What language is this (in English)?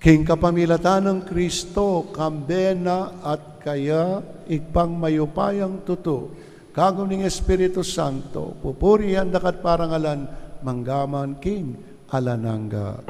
Pampanga